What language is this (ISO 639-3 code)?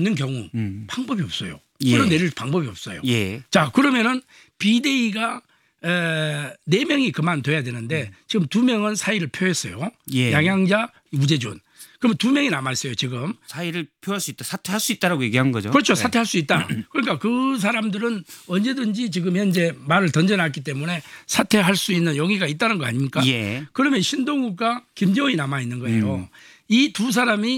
kor